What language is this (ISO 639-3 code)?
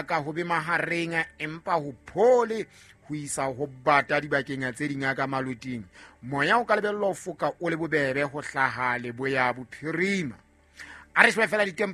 sot